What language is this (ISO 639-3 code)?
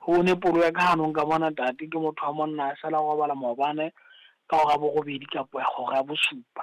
sot